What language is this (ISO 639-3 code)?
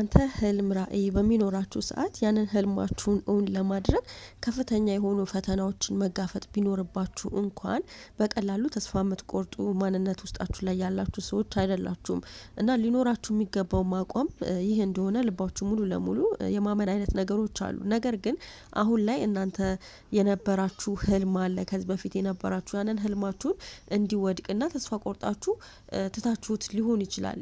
amh